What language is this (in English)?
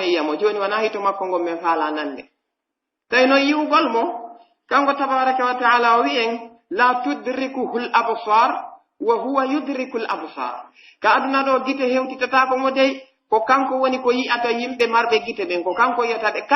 Pular